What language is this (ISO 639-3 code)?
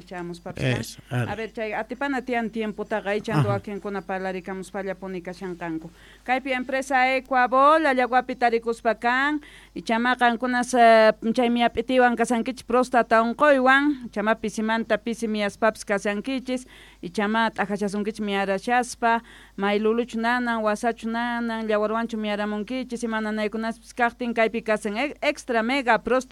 que